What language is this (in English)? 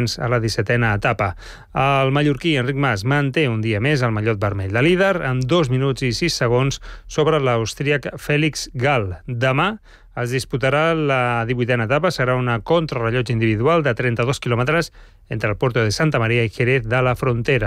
Catalan